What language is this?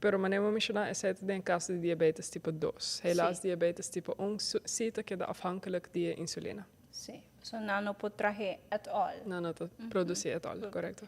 Papiamento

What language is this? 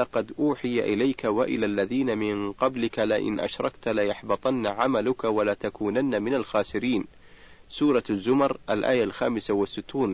Arabic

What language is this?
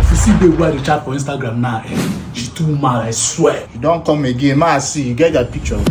Nigerian Pidgin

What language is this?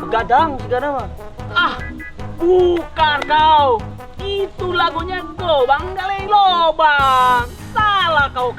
Sundanese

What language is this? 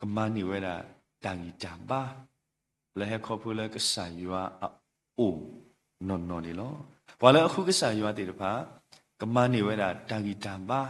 S'gaw Karen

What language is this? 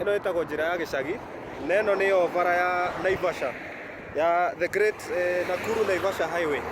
Kikuyu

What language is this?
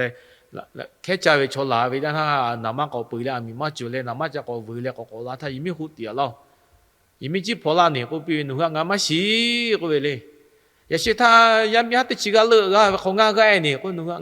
Lahu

